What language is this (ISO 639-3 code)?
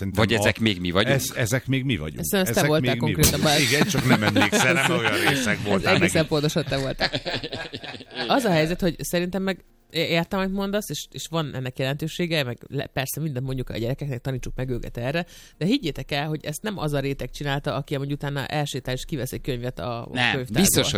hun